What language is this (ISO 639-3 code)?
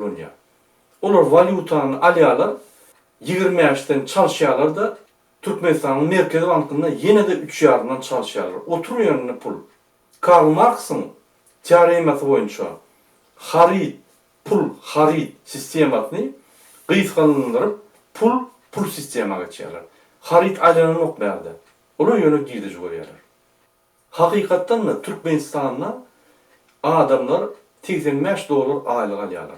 tuk